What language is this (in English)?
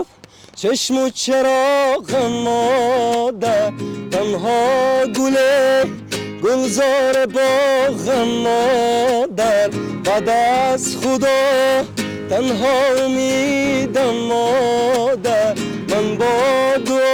Tajik